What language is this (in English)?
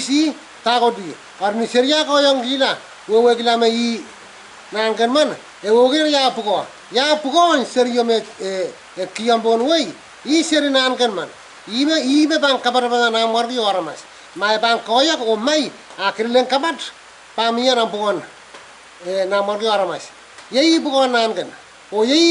Pohnpeian